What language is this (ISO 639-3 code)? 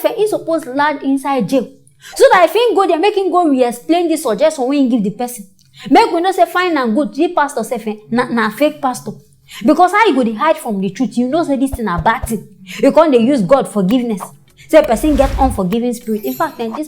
pcm